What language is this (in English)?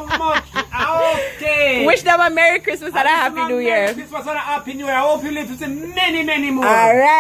Jamaican Creole English